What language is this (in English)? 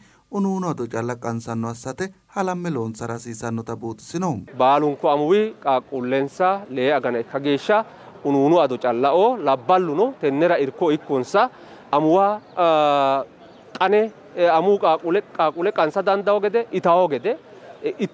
Sidamo